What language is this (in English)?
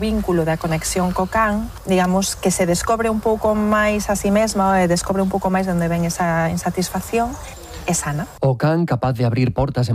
Galician